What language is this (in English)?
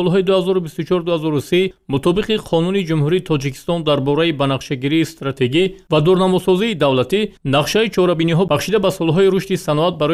Tajik